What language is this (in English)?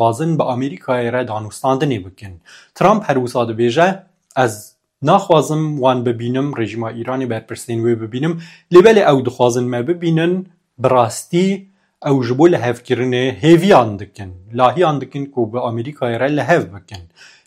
Kurdish